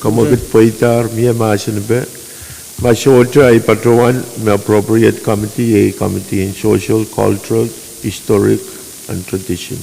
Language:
Pohnpeian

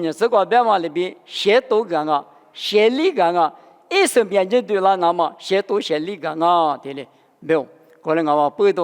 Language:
Lisu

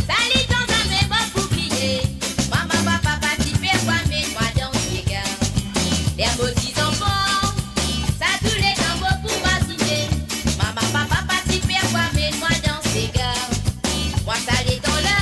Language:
Morisyen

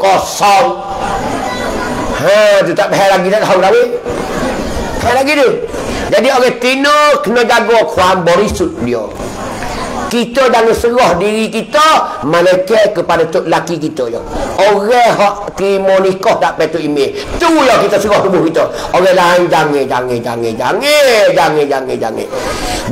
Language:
Pattani Malay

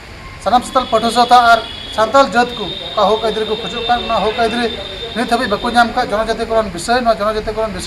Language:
Santali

